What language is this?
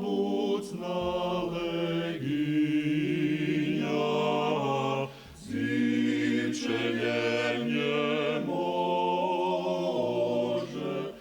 Rusyn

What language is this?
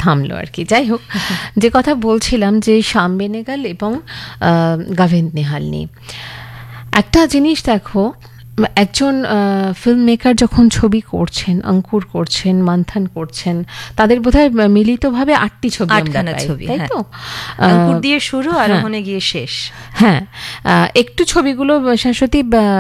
Bangla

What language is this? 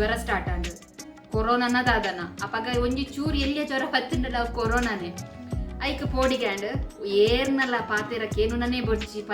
Tulu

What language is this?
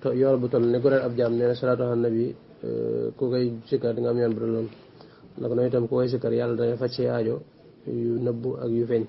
Wolof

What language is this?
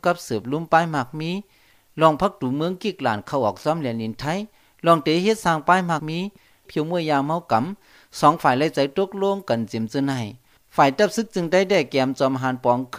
Shan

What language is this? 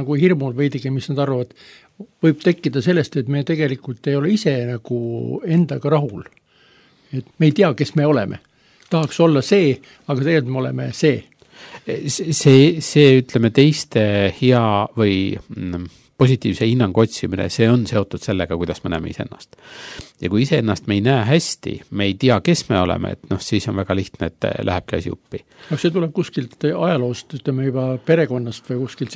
Estonian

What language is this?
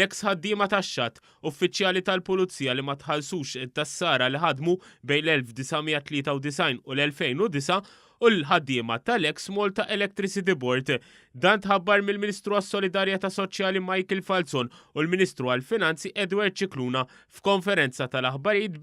Maltese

